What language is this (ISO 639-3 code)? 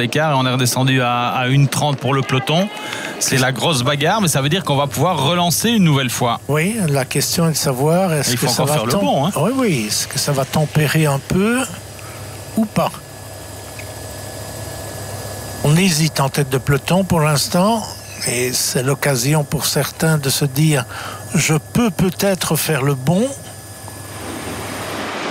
fra